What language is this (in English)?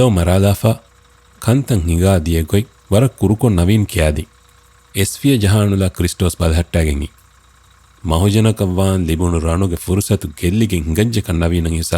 Divehi